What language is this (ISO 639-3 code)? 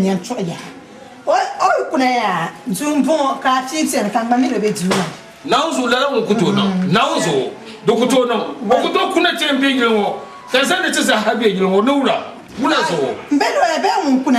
dag